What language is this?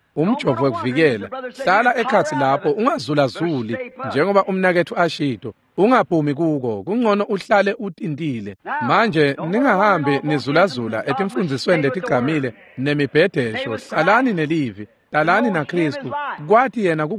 Swati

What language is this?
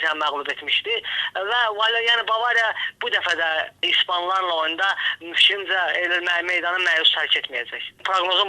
Azerbaijani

